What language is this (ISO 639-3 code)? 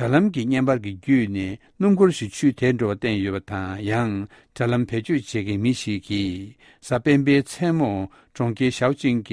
bod